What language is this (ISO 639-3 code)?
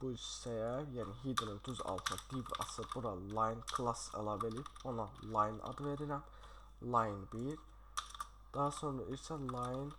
aze